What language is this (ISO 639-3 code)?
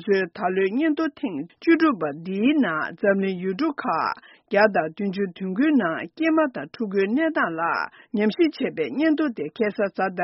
bod